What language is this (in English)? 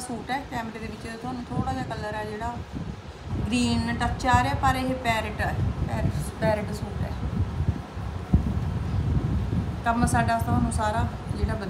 Punjabi